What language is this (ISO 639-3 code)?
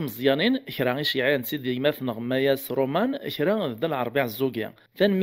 kab